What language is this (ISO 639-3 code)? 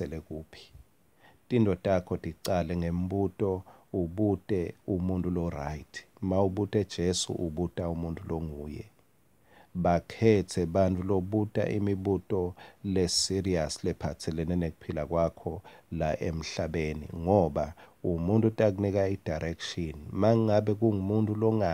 ssw